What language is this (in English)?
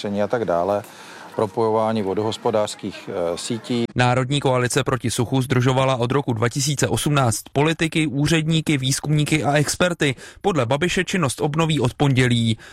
Czech